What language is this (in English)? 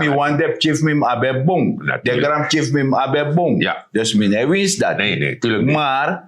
Sranan Tongo